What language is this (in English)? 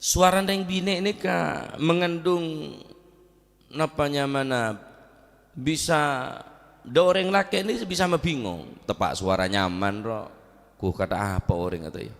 Madurese